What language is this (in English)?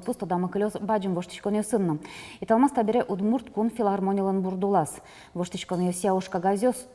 Udmurt